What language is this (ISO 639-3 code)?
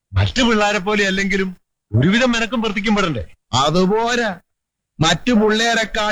mal